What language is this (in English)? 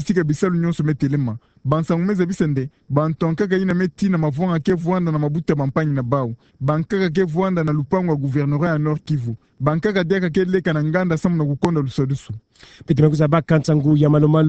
Kituba (Democratic Republic of Congo)